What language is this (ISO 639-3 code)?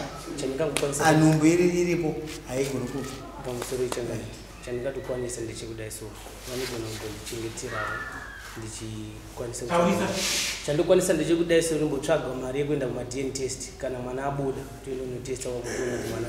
sna